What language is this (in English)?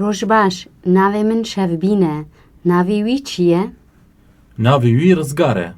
Kurdish